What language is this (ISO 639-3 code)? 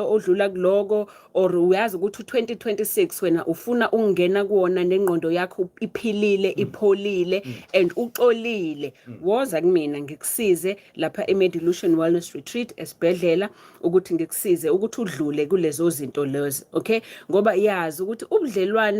zul